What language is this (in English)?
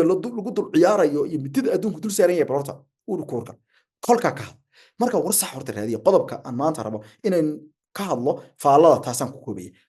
Somali